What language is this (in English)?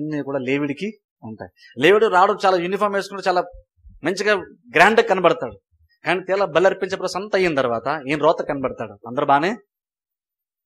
Telugu